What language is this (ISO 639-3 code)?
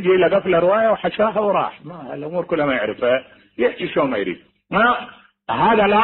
acm